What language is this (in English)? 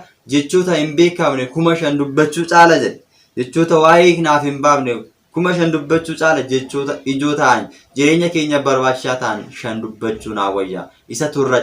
Oromo